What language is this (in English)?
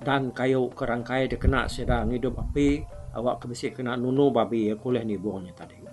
Iban